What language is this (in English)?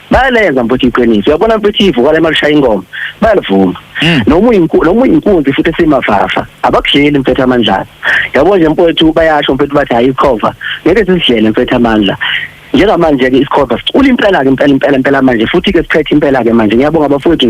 Zulu